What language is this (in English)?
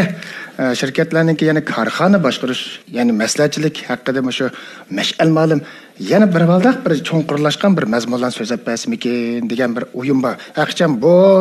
Uyghur